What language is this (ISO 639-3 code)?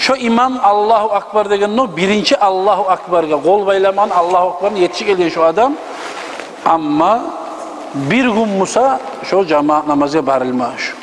kum